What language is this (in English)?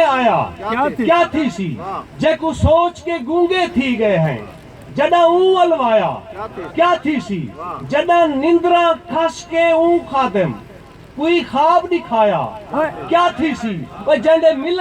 Saraiki